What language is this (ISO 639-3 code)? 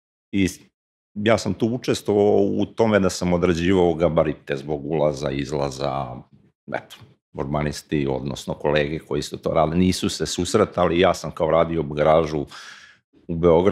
srp